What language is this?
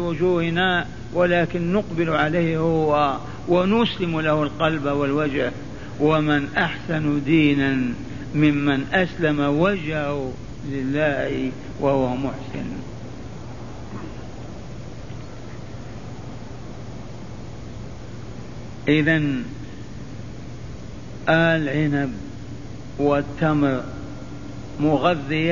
Arabic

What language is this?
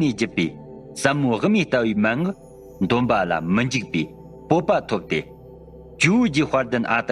Tibetan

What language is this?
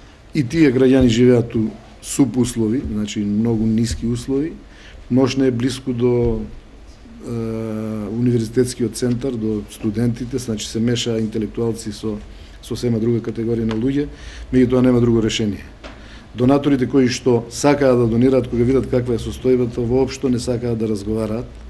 Macedonian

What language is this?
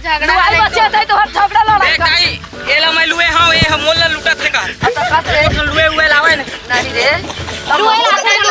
Chhattisgarhi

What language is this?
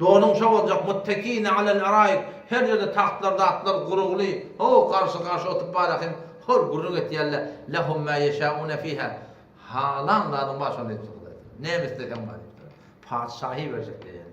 Turkmen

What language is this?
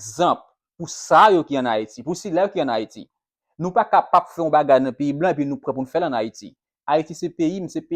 Haitian Creole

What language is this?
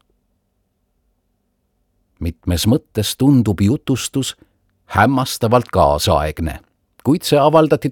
Estonian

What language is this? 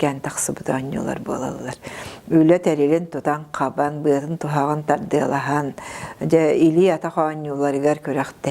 Yakut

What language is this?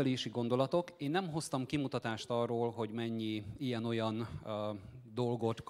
Hungarian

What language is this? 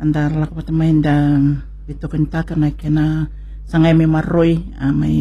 Fijian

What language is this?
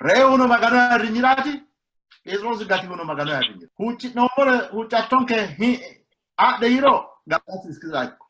Sidamo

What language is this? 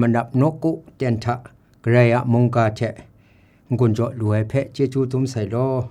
Kachin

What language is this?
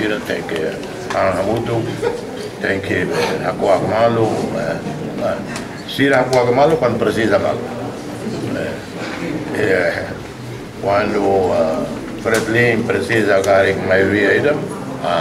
Tetum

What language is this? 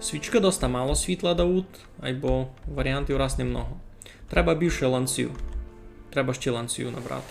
Rusyn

